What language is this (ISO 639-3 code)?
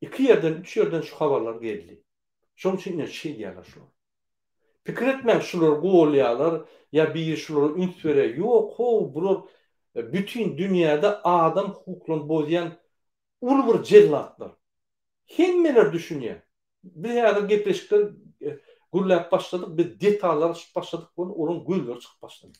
tuk